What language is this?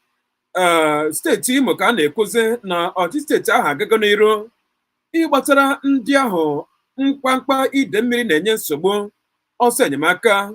Igbo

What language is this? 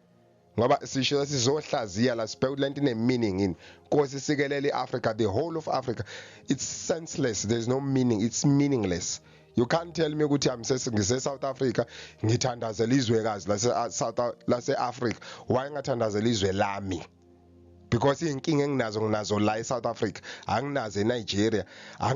Zulu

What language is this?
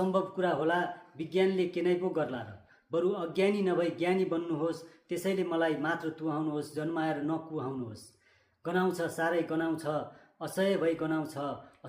Nepali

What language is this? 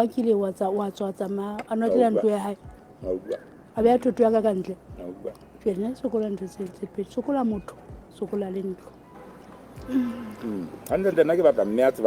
Southern Sotho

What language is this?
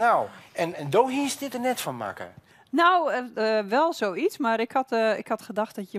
Western Frisian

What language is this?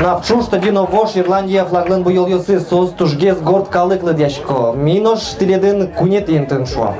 Udmurt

